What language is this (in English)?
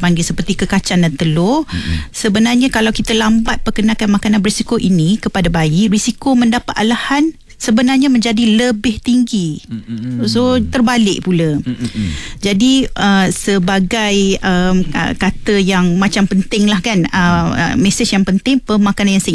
Malay